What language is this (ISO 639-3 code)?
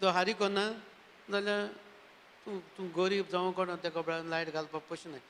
kok